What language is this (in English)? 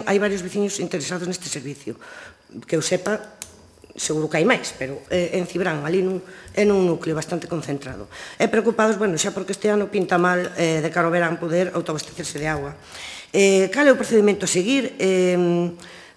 Galician